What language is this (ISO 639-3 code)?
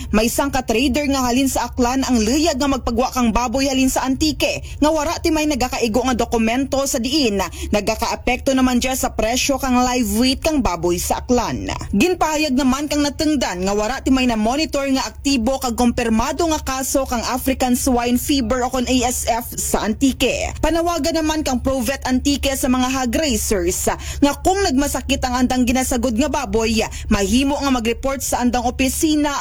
akl